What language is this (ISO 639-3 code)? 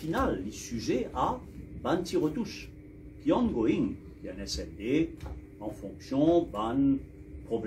mfe